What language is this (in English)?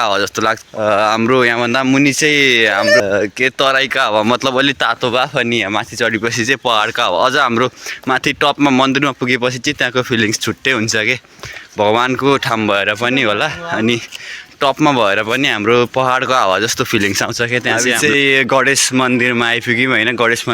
Nepali